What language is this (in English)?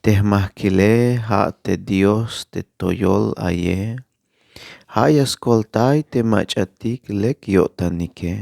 Tzeltal